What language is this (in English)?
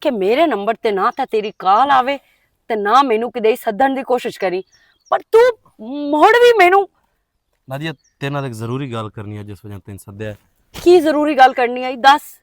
Western Panjabi